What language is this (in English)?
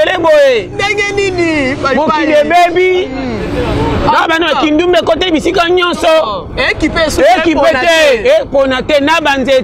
Lingala